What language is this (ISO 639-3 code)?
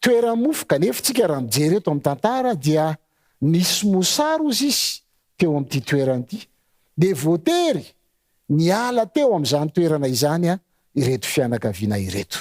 mlg